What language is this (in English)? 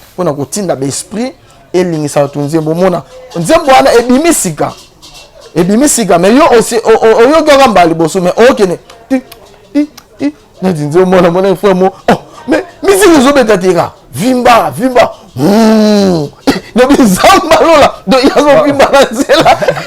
Lingala